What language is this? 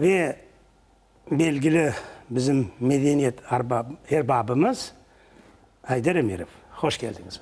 Crimean Tatar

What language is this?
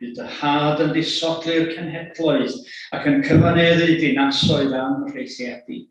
Welsh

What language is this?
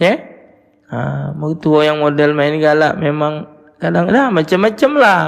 Musi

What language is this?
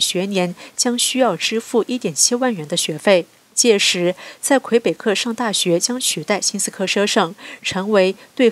Chinese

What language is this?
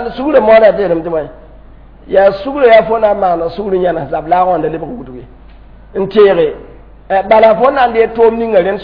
Mossi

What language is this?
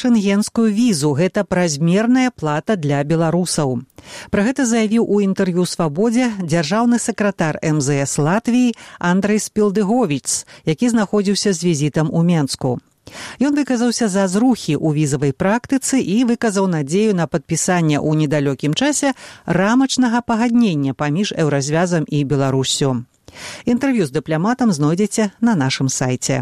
Belarusian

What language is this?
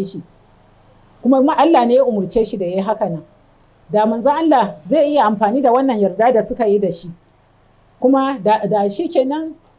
Hausa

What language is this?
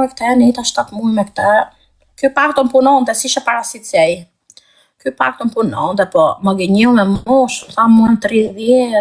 Albanian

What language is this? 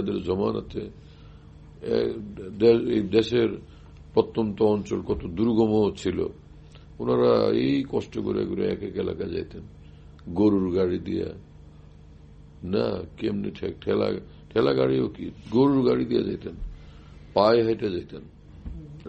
Bangla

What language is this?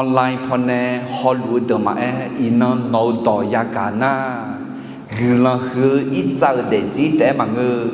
Akha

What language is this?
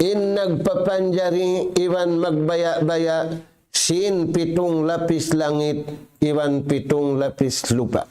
Tausug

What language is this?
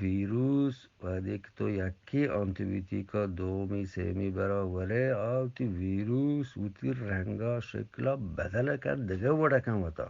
Eastern Balochi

